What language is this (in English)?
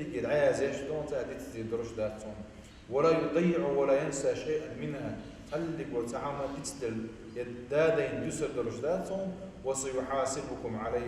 Chechen